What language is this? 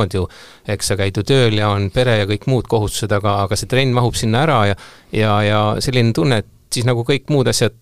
Estonian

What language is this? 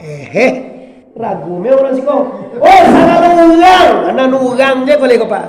Minangkabau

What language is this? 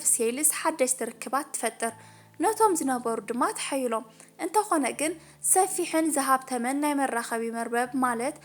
Tigrinya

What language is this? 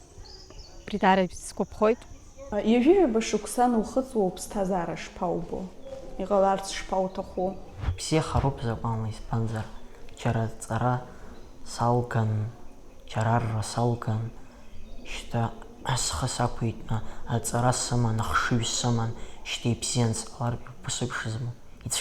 Abkhazian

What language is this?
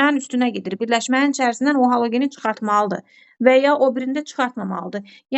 Azerbaijani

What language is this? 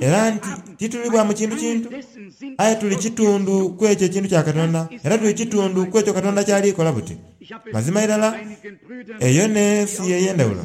Soga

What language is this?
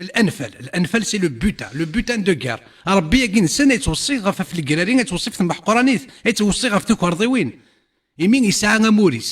Kabyle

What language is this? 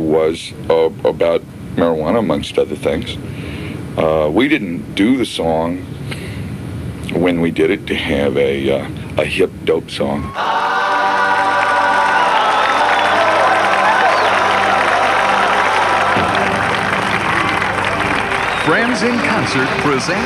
English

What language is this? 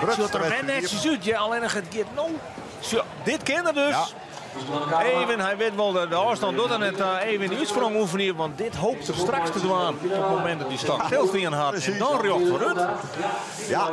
Western Frisian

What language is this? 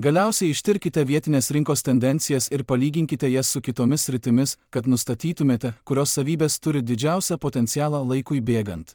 Lithuanian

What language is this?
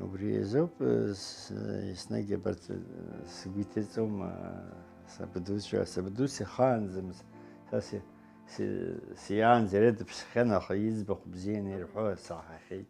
Abkhazian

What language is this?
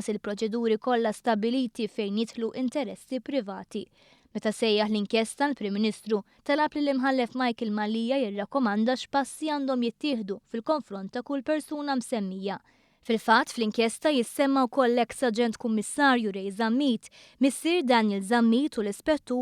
Maltese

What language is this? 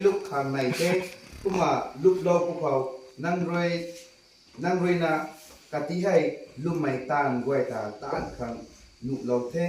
Rongmei Naga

